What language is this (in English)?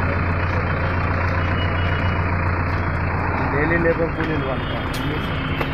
Telugu